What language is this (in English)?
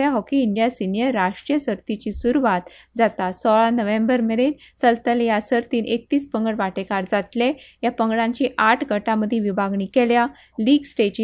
Konkani